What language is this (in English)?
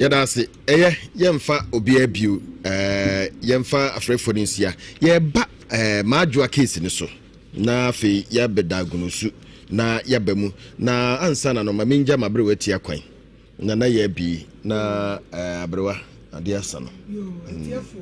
Akan